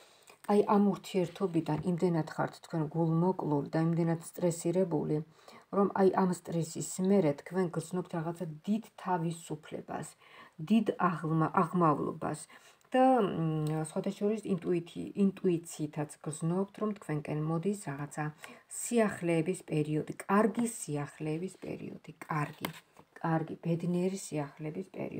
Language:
Georgian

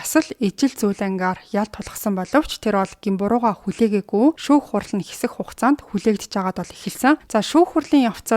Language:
Mongolian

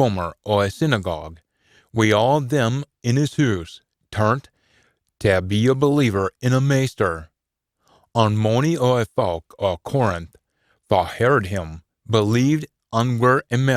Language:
Scots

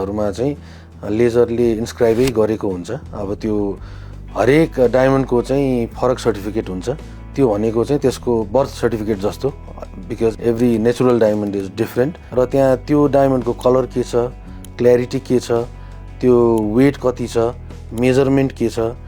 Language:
Nepali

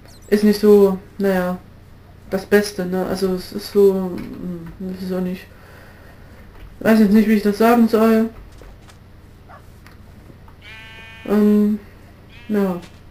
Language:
German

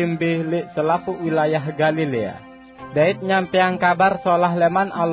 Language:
Sasak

